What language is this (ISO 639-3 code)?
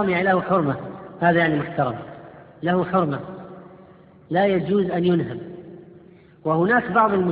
ara